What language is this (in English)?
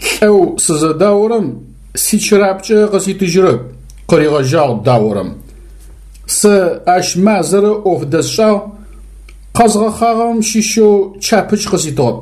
Adyghe